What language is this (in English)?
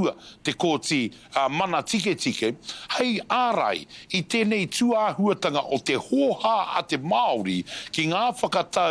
Māori